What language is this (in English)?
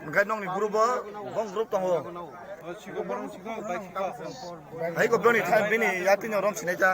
Kok Borok